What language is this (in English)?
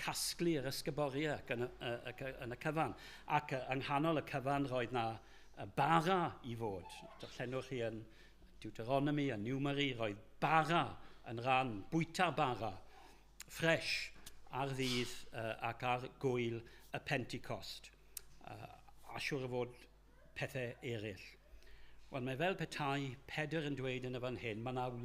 Welsh